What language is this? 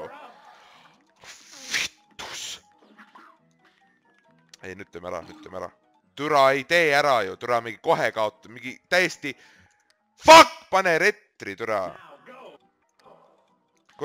Estonian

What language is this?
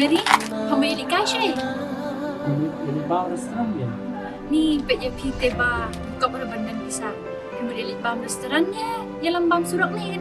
Khasi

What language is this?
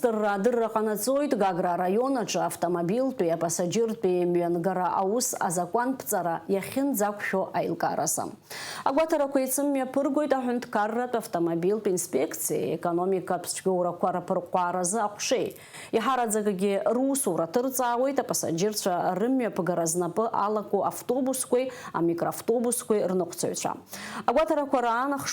Abkhazian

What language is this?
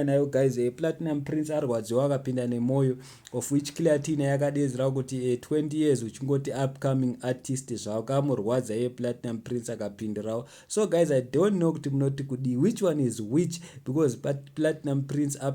Shona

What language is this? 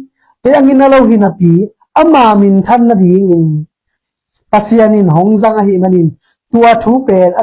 Tedim Chin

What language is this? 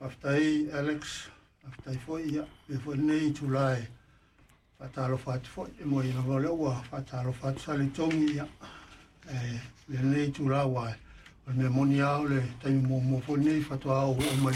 Samoan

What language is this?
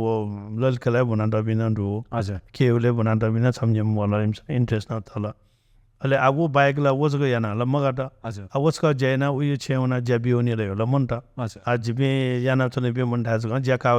Newari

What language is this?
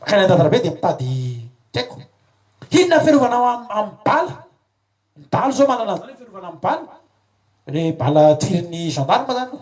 Malagasy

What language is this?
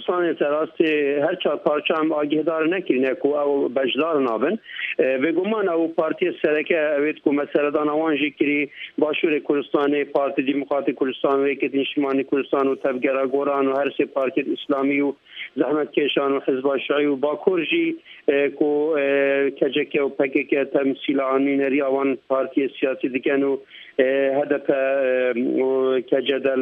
Kurdish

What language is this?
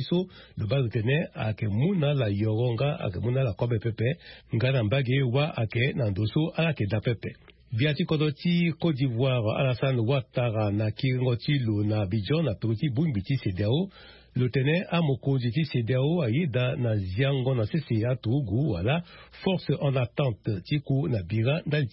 Sango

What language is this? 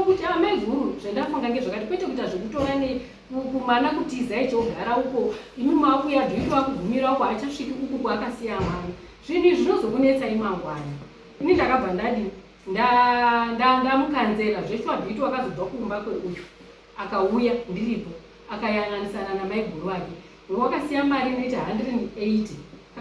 Shona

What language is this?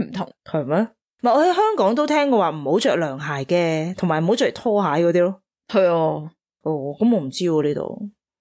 Cantonese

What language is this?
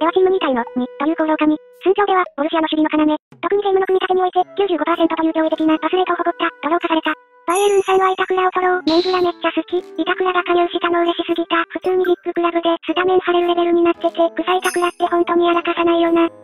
Japanese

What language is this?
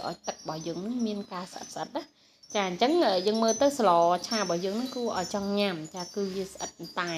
Khmer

